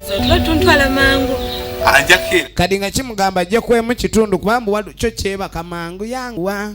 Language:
Ganda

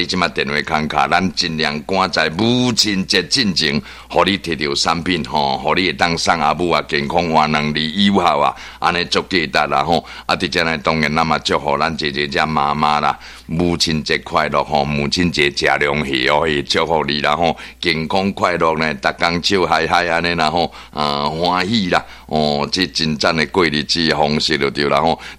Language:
Min Nan Chinese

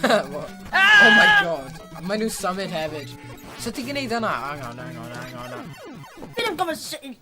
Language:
Welsh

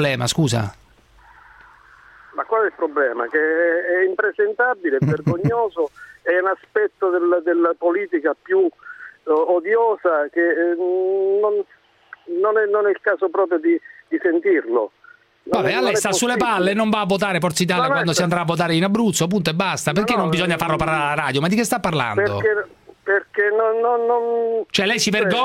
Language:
Italian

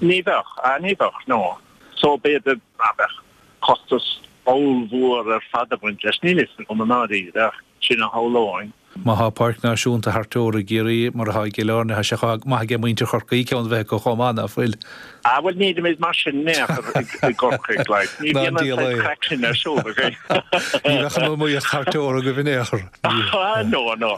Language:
Irish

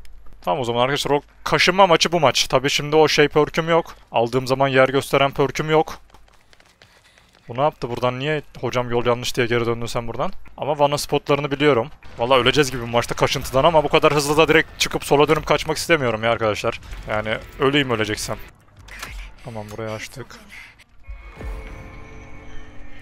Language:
Turkish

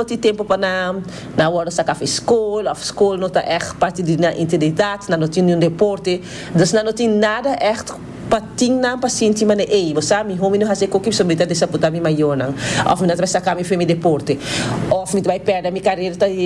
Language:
Papiamento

